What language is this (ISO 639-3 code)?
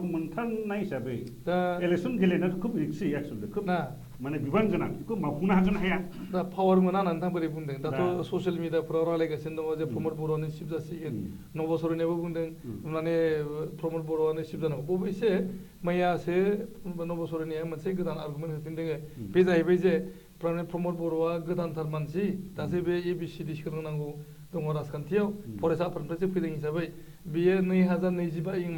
brx